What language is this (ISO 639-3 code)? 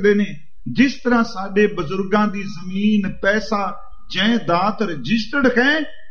pan